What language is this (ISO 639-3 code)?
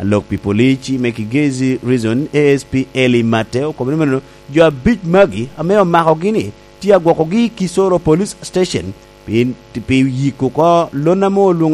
laj